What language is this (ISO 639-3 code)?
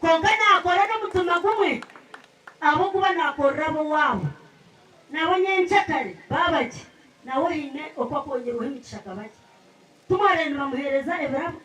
nyn